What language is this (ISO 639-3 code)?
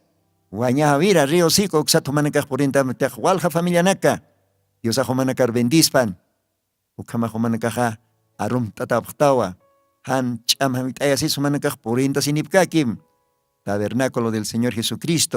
aym